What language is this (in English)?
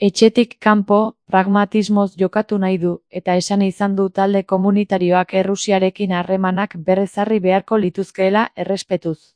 Basque